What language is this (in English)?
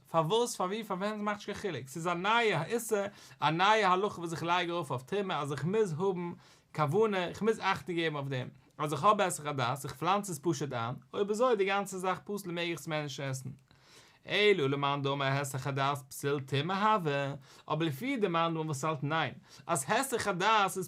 Yiddish